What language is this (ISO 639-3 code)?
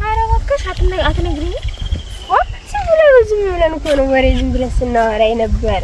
amh